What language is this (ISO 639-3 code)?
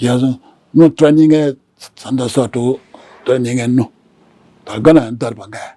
new